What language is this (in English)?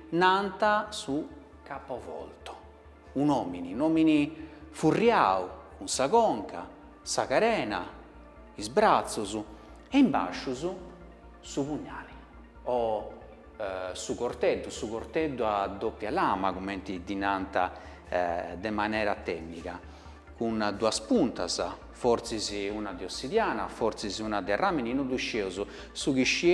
Sardinian